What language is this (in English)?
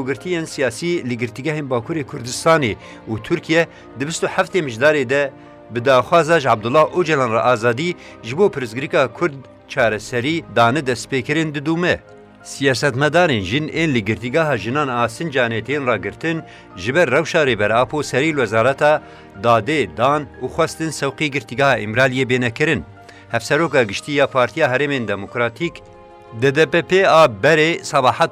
Kurdish